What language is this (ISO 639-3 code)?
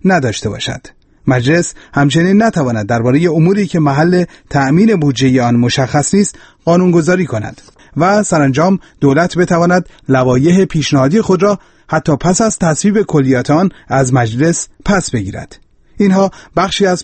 fas